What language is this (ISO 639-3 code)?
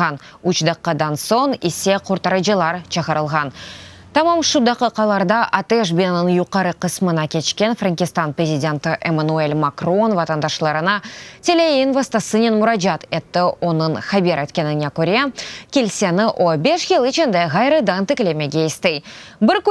crh